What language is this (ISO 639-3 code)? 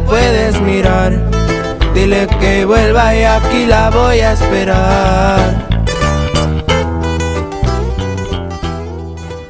spa